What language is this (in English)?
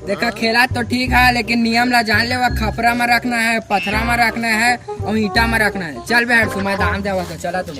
Chhattisgarhi